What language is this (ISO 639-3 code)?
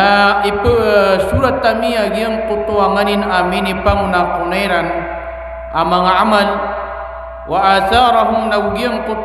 mrw